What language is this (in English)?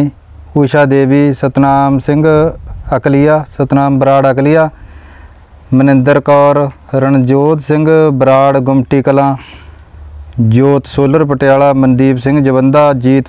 Punjabi